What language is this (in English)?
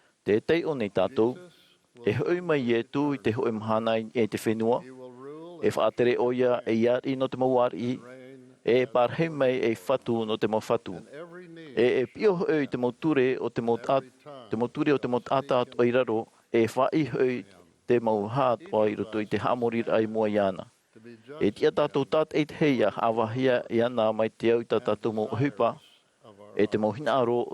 Tahitian